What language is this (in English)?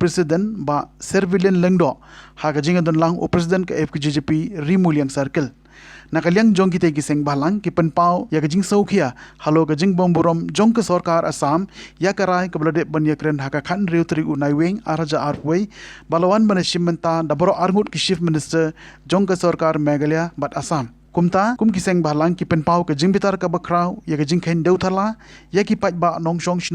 Khasi